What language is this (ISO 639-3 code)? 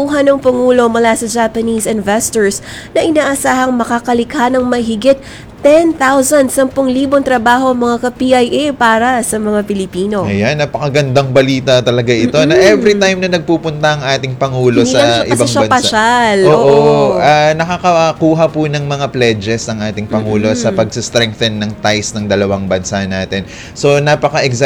fil